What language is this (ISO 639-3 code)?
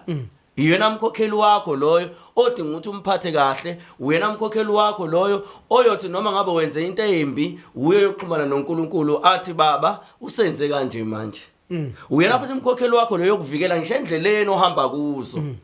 zul